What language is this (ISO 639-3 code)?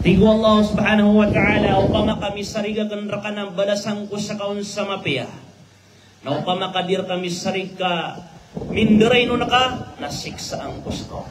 mrw